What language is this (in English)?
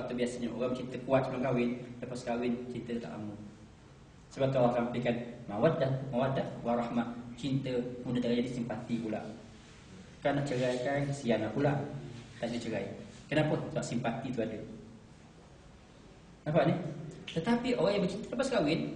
Malay